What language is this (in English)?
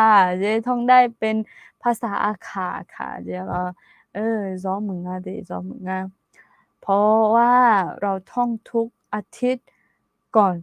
Akha